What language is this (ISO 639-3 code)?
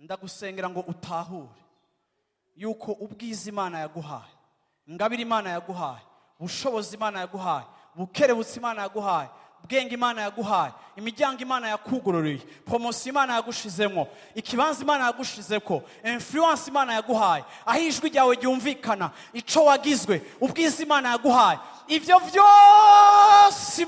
run